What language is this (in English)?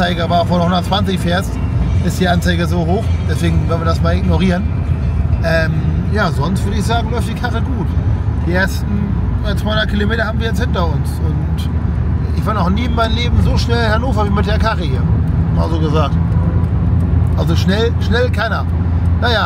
German